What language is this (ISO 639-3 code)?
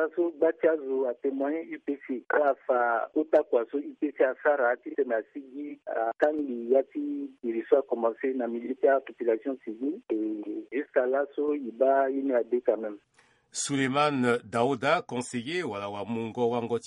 sag